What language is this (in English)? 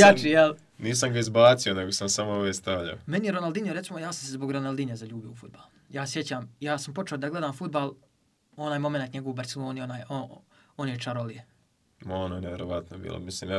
Bosnian